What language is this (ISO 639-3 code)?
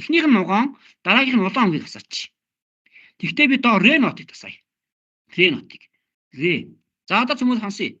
mon